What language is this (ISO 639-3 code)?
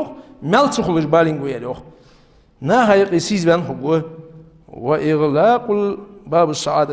inh